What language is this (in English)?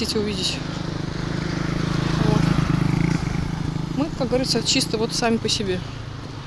Russian